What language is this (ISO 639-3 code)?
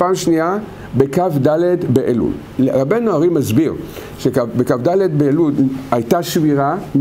heb